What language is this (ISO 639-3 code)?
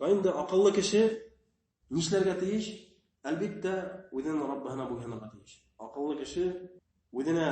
bak